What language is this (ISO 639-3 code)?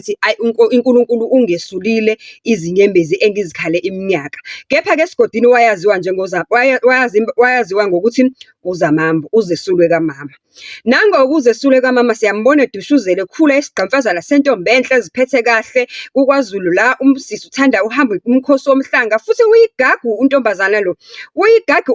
zul